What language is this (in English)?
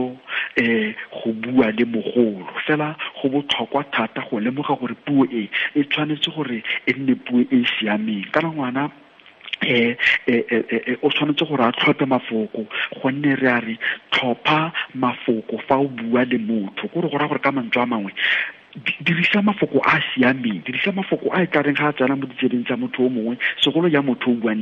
Tswana